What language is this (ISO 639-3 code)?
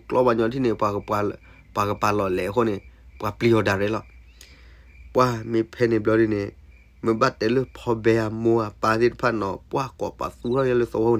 ksw